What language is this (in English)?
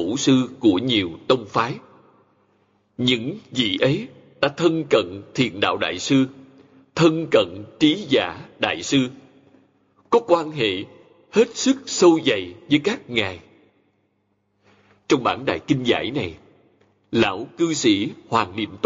Vietnamese